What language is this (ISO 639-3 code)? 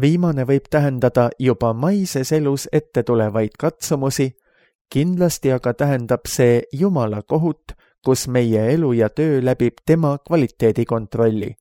est